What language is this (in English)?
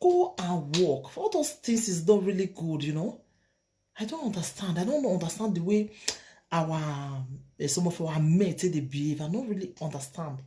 Nigerian Pidgin